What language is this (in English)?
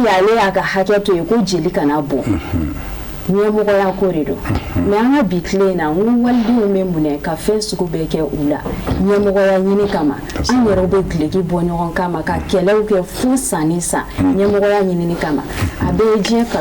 Bambara